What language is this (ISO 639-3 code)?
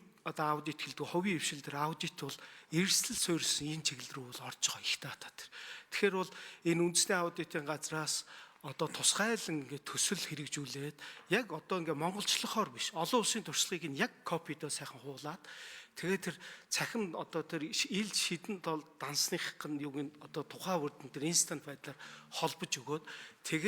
mon